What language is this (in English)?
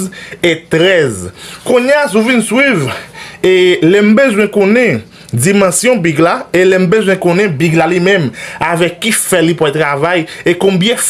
Haitian Creole